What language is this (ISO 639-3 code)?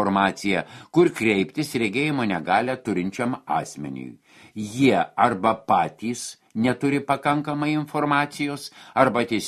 lit